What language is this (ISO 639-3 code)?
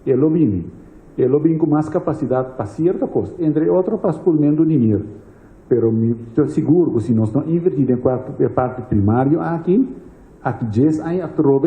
pap